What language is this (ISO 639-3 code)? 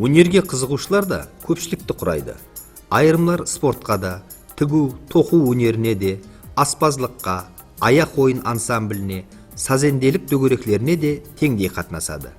kaa